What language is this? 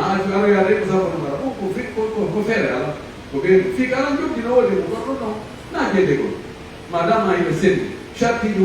Pular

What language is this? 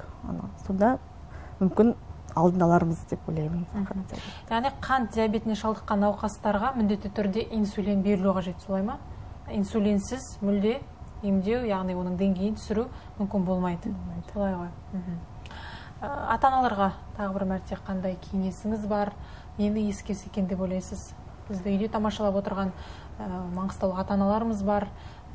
Kazakh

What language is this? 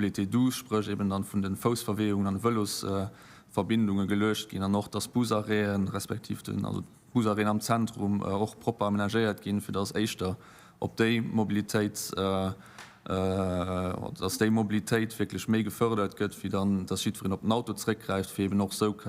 Luxembourgish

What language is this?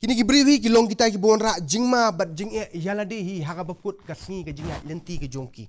Khasi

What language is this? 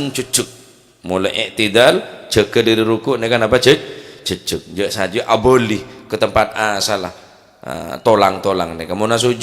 Madurese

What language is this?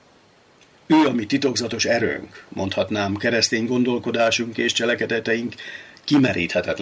Hungarian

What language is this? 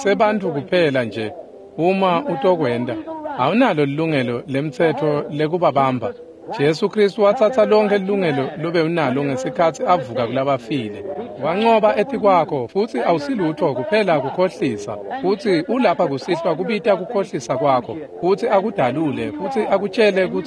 Swati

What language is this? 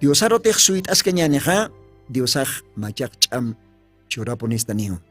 Aymara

